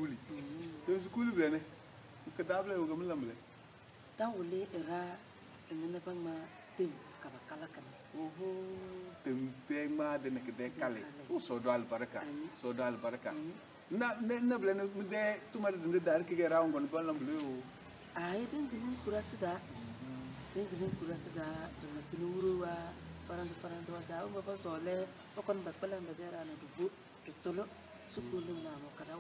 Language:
Tem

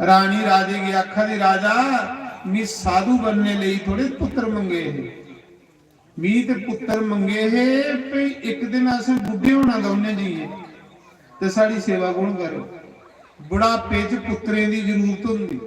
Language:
Dogri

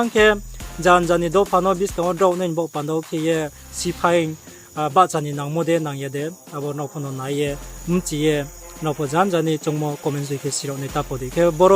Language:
Riang (India)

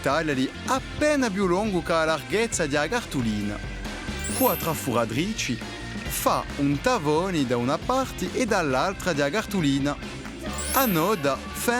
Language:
Corsican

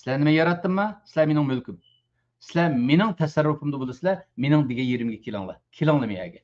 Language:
Uyghur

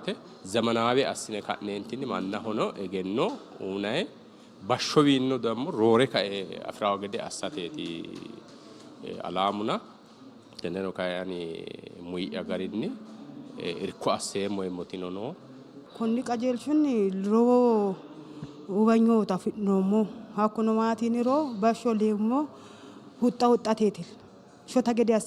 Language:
Sidamo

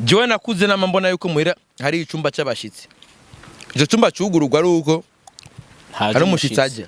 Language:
Rundi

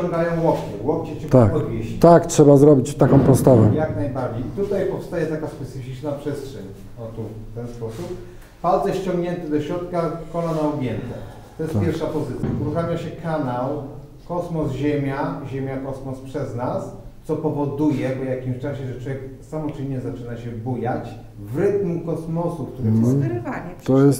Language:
Polish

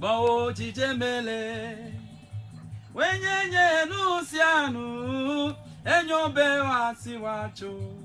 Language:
Ewe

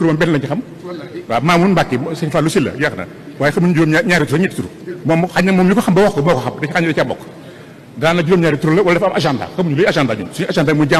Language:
Wolof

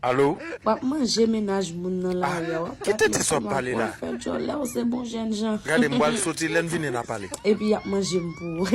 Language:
Haitian Creole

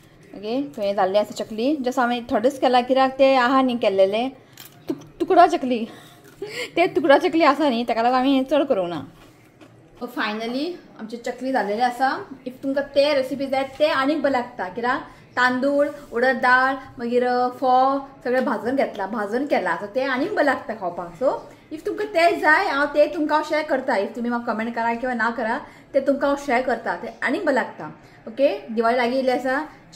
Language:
Konkani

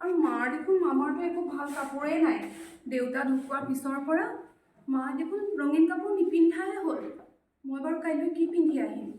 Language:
Assamese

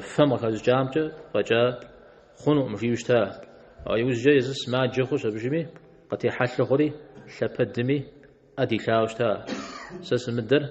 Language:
Kabardian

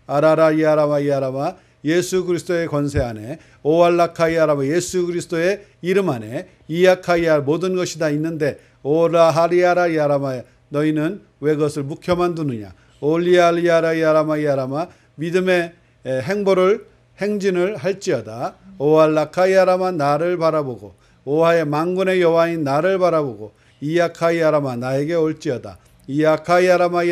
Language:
Korean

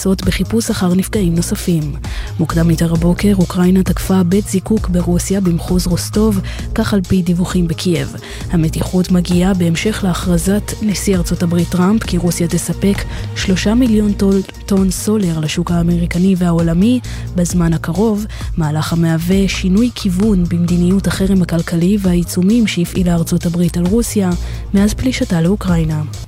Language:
Hebrew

